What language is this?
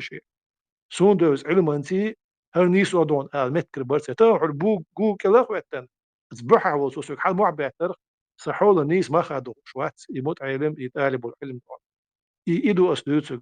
Chechen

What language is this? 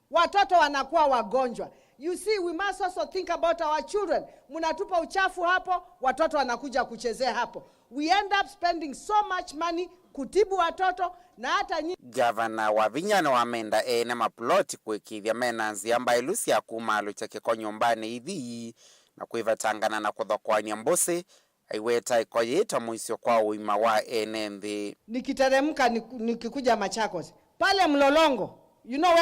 Kamba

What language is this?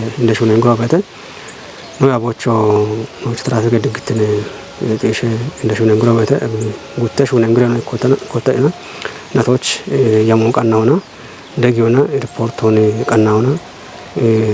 Kafa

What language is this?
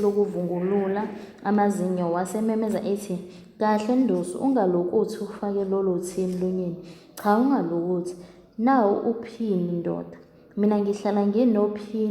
Zulu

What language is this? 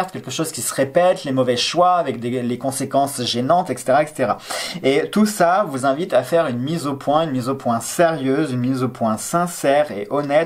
French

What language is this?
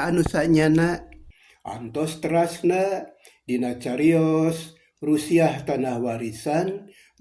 Sundanese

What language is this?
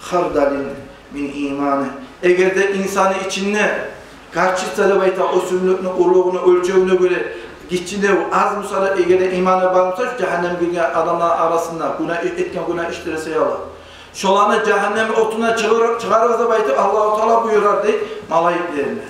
Kumyk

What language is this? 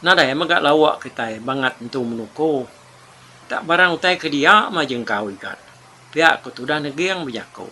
Iban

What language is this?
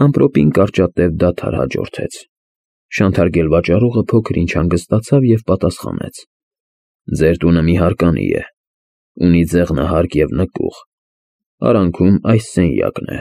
Armenian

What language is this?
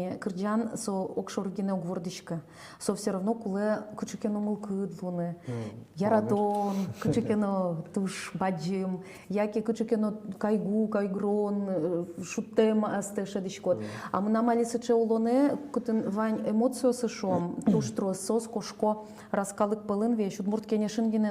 Udmurt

